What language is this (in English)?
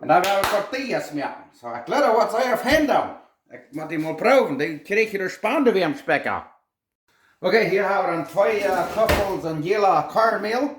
Plautdietsch